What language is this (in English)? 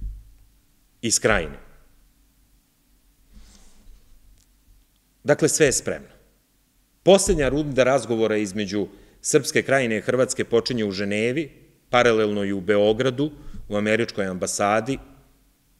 Serbian